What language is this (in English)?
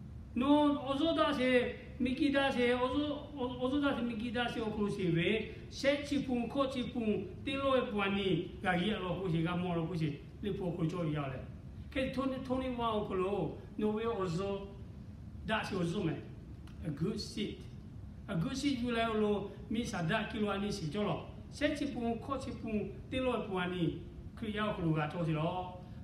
Lahu